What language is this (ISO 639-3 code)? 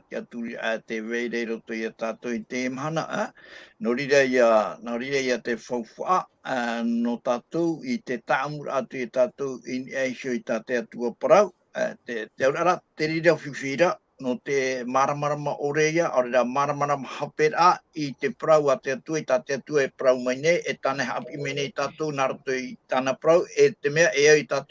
tah